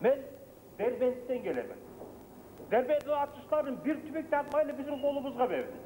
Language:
Kumyk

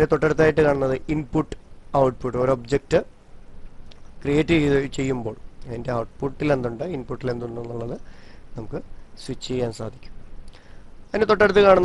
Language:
Malayalam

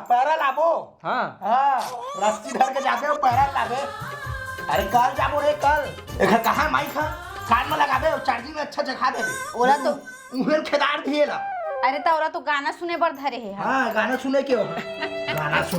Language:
Chhattisgarhi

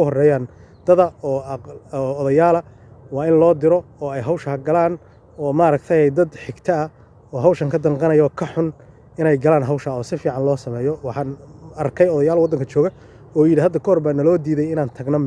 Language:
Somali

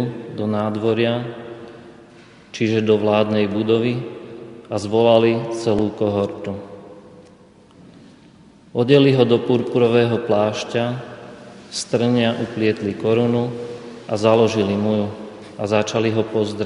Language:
Slovak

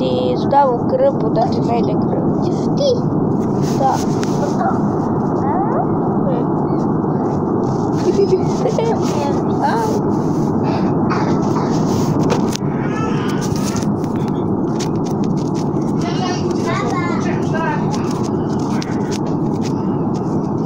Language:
Croatian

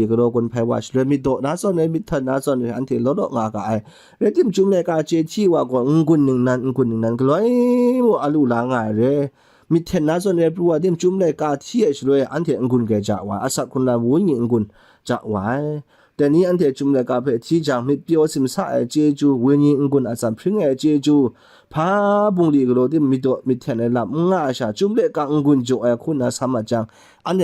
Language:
Kachin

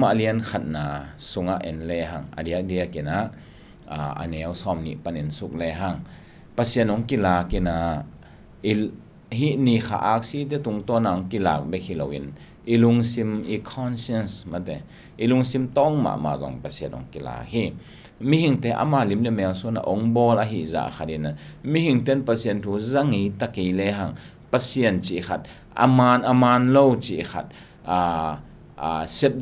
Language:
Tedim Chin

